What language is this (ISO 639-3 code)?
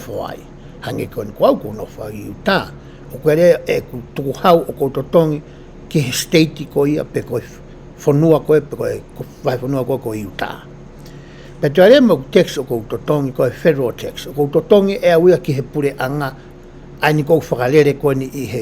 ton